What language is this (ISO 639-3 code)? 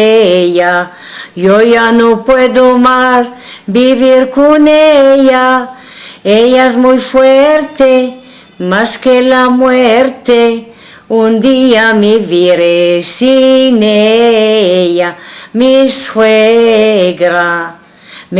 lad